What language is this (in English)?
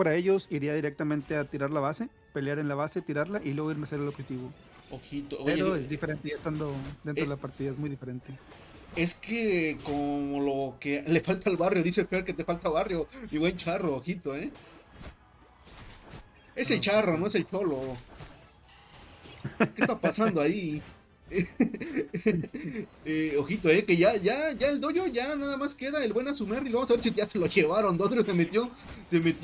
Spanish